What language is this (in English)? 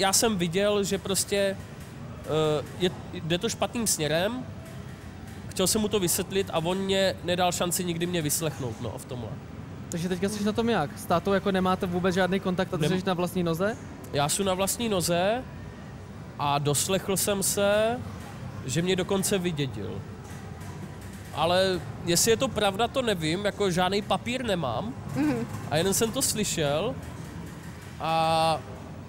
Czech